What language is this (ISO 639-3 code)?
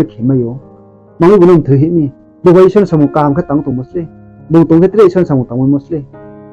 ria